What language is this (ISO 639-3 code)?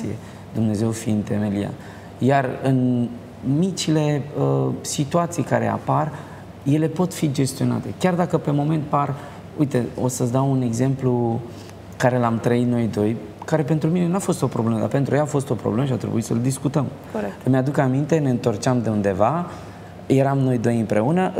ron